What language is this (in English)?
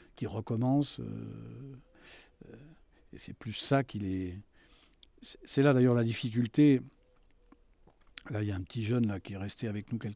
French